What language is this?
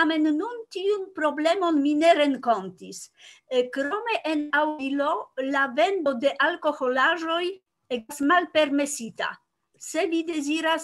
Esperanto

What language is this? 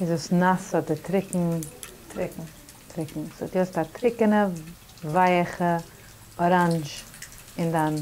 Yiddish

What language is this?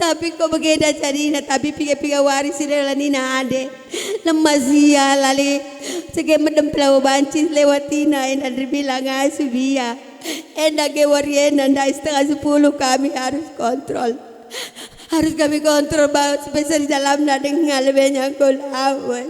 Batak Karo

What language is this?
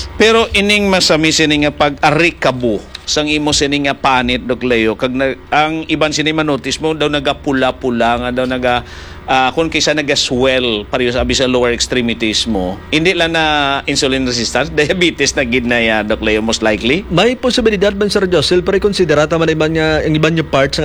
Hiligaynon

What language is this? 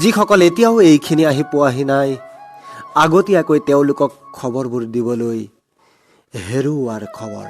Assamese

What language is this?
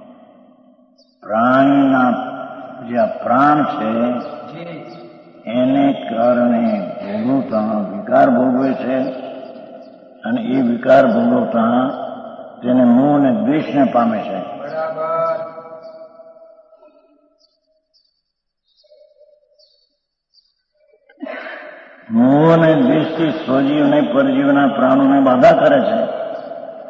Gujarati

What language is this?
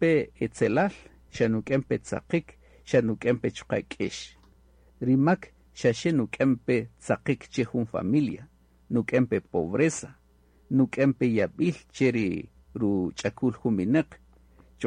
Kaqchikel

